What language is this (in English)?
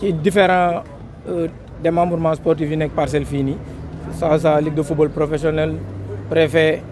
Wolof